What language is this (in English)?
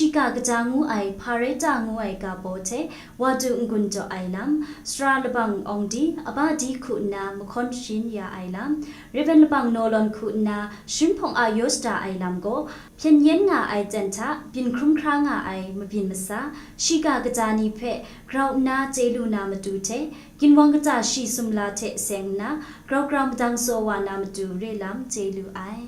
Kachin